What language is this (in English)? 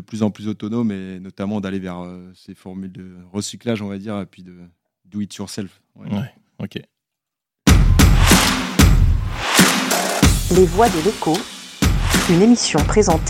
French